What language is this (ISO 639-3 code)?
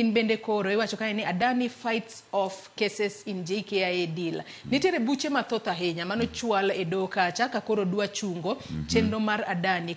luo